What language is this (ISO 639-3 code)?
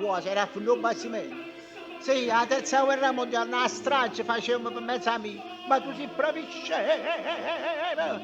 nap